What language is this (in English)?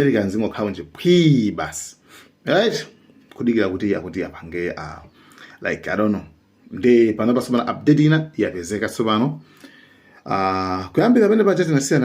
Nyanja